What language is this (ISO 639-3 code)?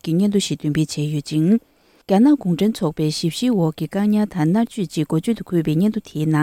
bod